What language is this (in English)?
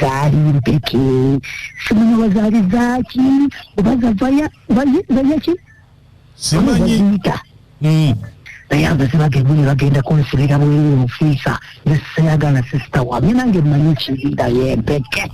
Ganda